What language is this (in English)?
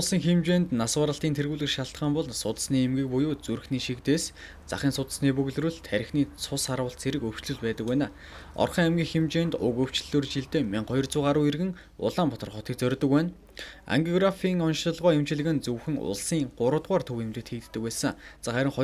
Mongolian